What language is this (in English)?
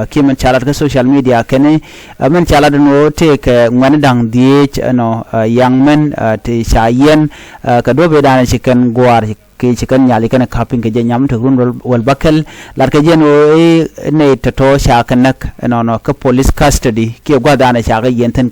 Nuer